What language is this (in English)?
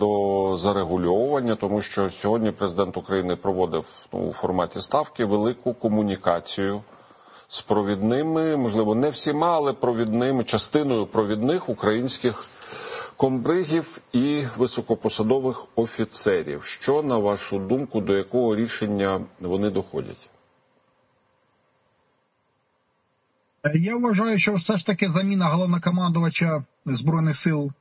Ukrainian